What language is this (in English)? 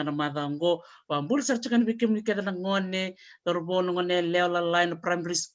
Fijian